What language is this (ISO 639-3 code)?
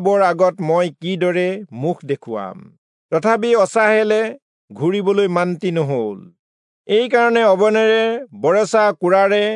asm